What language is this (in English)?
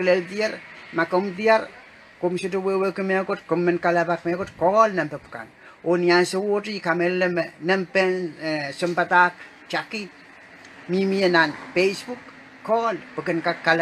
Pohnpeian